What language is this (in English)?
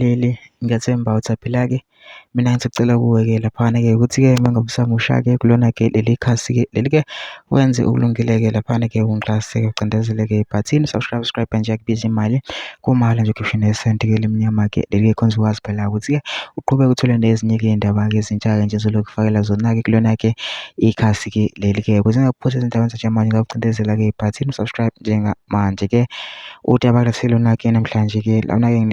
Zulu